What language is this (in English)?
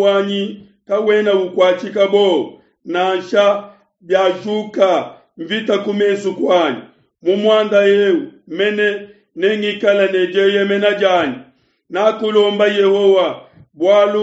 Luba-Lulua